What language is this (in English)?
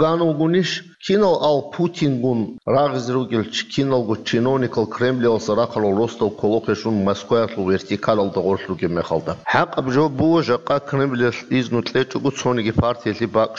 Avaric